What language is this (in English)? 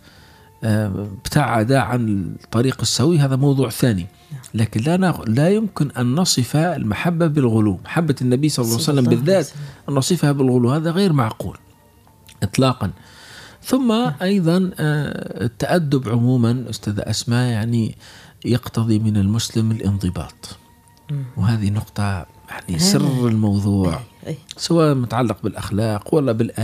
Arabic